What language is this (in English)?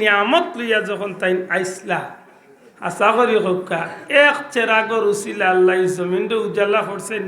Sylheti